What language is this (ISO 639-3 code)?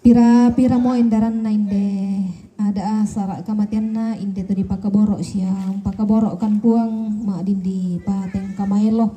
sda